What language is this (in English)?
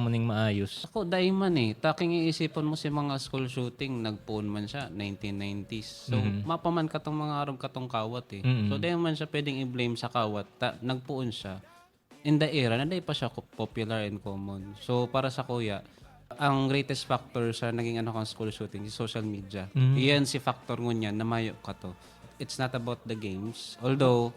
Bikol